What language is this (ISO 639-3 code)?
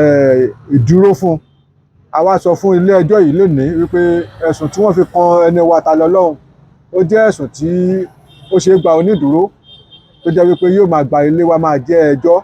yor